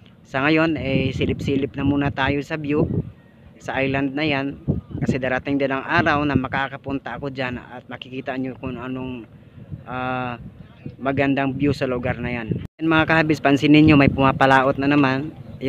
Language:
Filipino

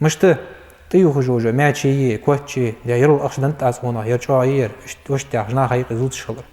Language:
Ingush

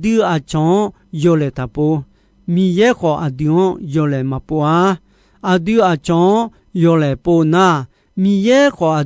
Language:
Akha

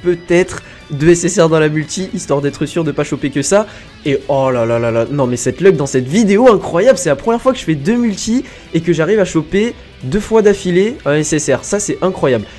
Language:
French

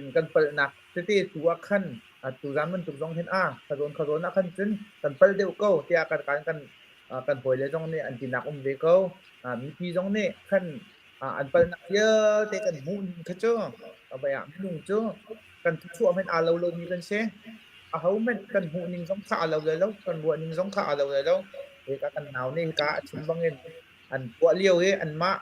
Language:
Hakha Chin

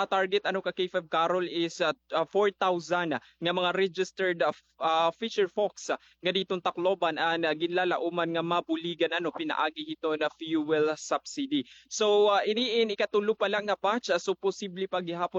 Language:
Waray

